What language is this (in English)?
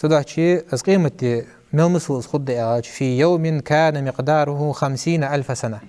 Ingush